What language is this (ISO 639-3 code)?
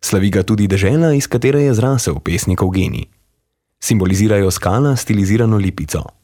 slv